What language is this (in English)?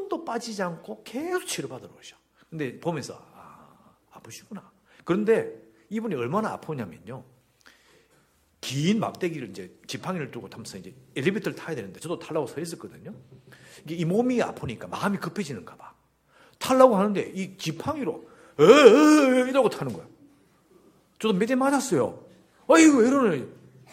Korean